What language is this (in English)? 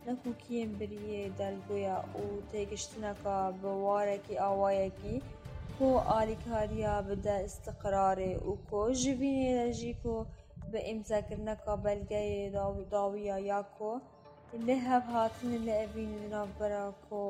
Kurdish